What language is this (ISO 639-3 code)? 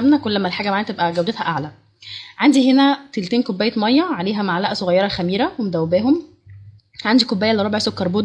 arz